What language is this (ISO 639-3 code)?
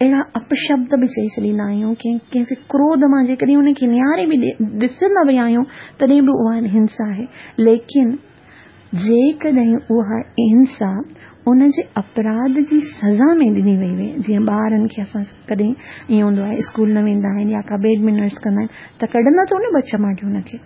snd